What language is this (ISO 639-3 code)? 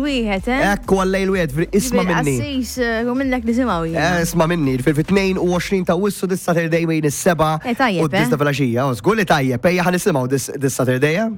mlt